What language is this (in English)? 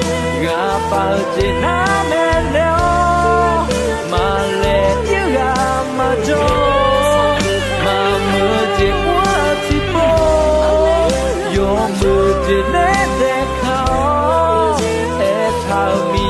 Akha